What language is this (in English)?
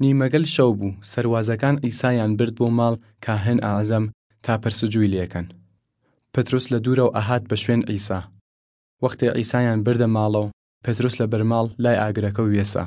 Southern Kurdish